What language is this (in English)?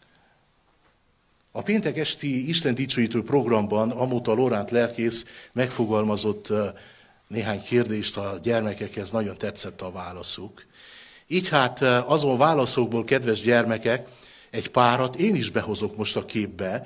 Hungarian